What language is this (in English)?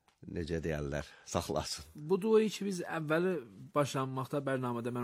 Azerbaijani